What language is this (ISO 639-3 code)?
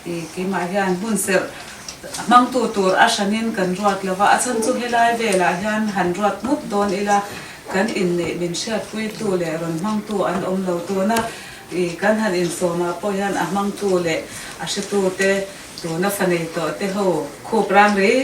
lus